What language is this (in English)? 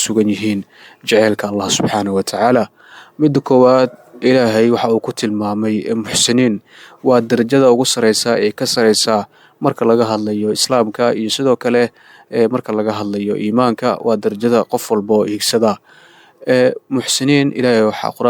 Somali